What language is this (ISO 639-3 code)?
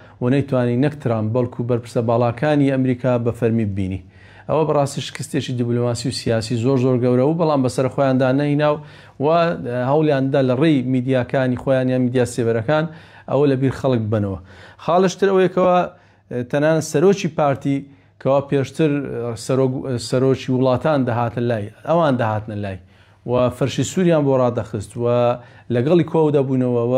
ckb